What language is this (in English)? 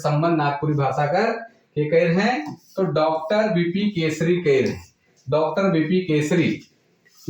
Sadri